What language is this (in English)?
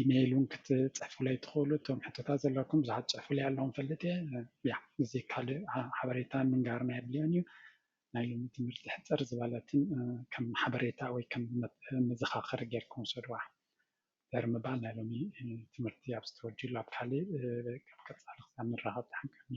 Tigrinya